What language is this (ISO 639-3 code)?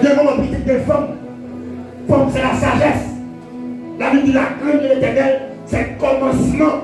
hat